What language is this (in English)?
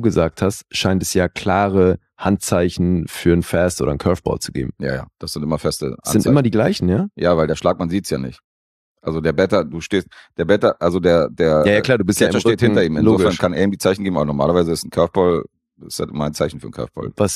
German